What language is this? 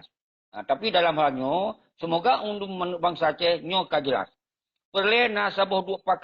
Achinese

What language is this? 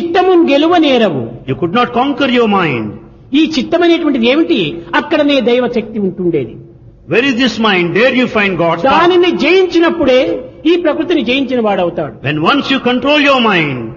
Telugu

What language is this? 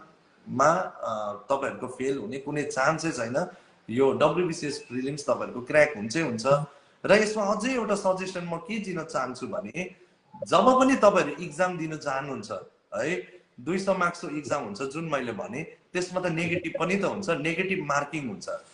Nepali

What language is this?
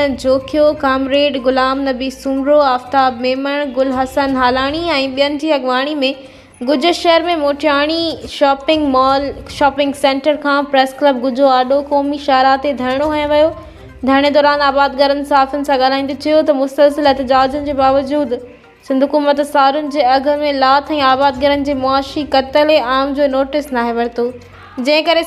Sindhi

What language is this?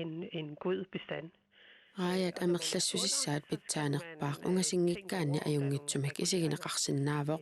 Kalaallisut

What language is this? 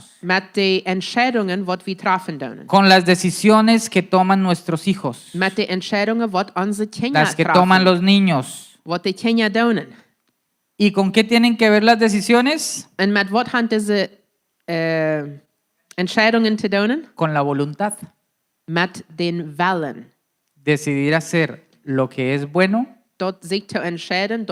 Plautdietsch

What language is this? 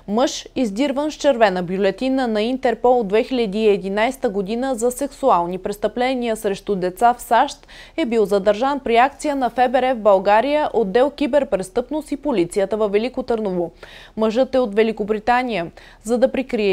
Bulgarian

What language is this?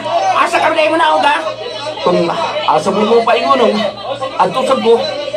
Cebuano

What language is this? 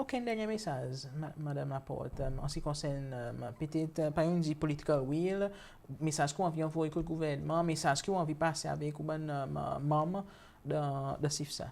Seselwa Creole French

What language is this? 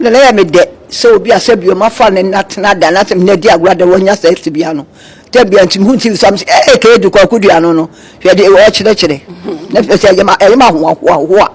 Akan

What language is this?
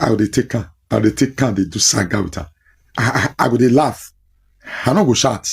Nigerian Pidgin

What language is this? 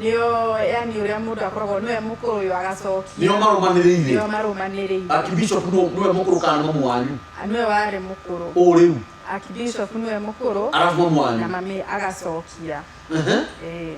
Kikuyu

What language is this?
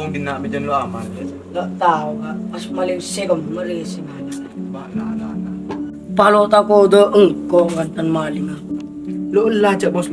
Madurese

